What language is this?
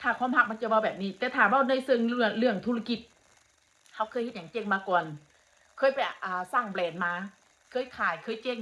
Northeastern Thai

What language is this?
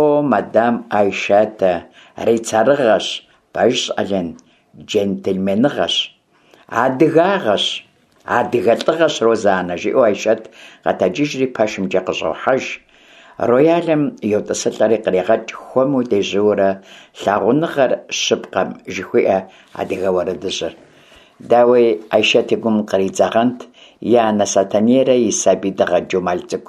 Kabardian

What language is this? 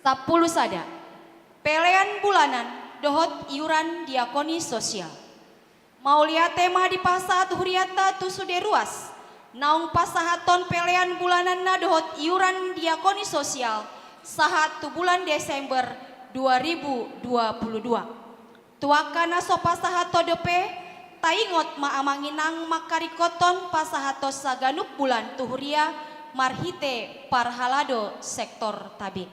Batak Toba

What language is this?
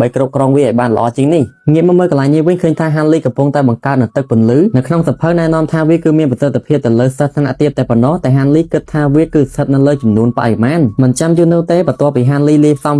Khmer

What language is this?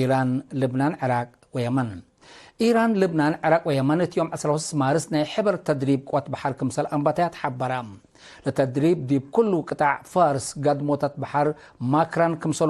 Tigre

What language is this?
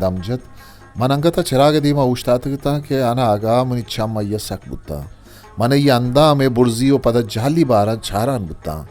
Eastern Balochi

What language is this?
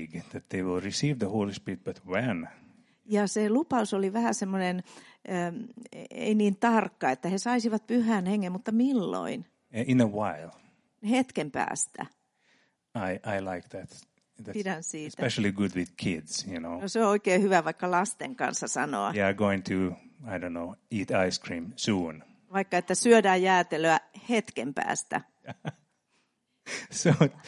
Finnish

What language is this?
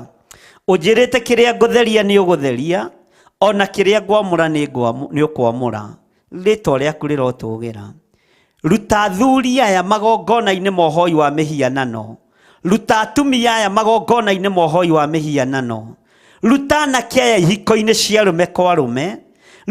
Kikuyu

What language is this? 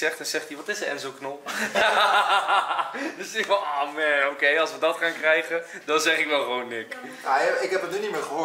Dutch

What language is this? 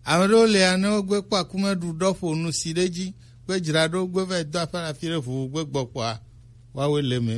Gen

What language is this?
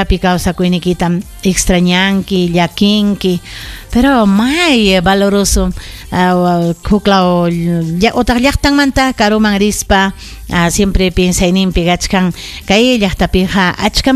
Ayacucho Quechua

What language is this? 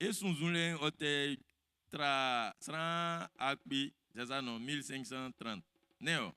Baoulé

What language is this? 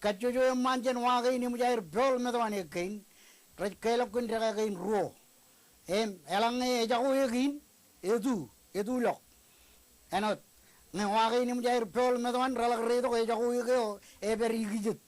Marshallese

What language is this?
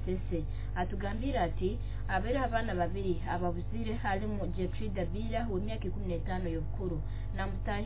Nyoro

